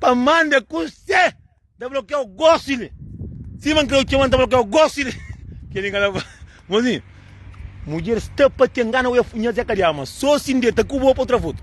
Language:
Kabuverdianu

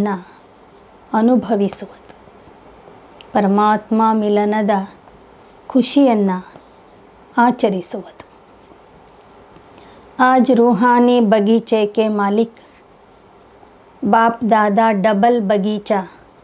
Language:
Kannada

